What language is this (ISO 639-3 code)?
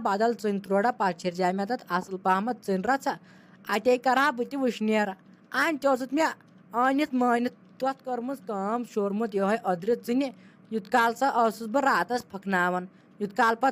kas